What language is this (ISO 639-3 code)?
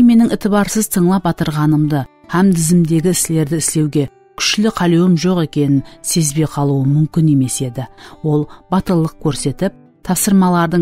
kaa